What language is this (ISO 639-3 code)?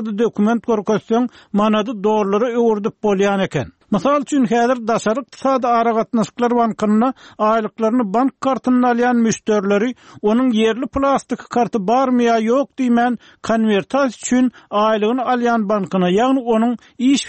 tuk